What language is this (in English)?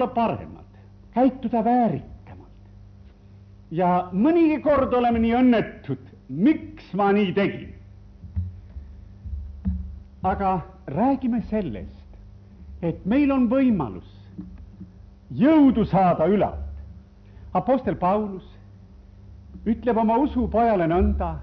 Estonian